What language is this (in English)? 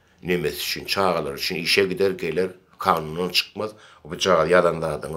Turkmen